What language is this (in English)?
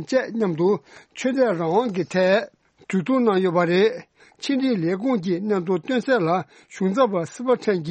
Tibetan